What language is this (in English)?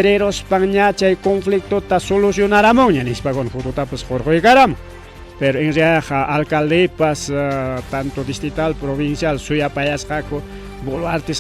Ayacucho Quechua